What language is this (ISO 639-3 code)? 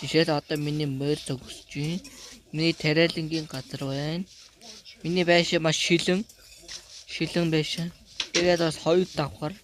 mon